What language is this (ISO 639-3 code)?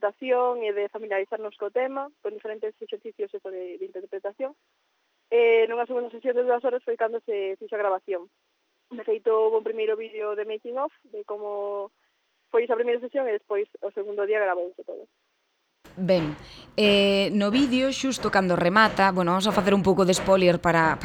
glg